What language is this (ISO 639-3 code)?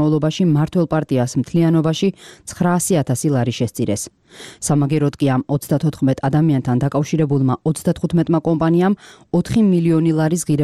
kat